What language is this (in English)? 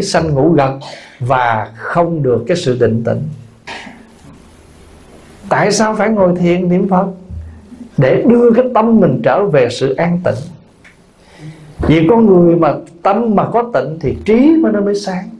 Vietnamese